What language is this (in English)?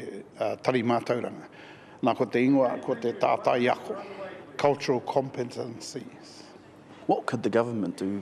Māori